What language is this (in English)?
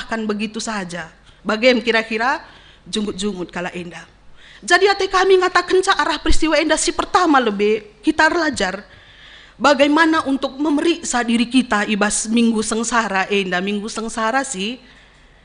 Batak Karo